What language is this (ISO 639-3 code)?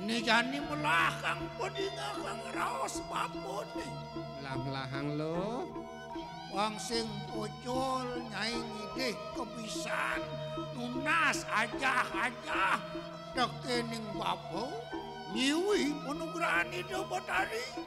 ban